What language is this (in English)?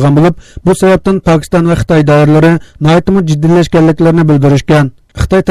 Uyghur